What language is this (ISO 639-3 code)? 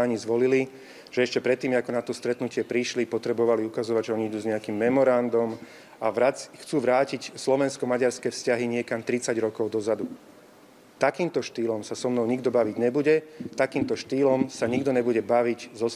slk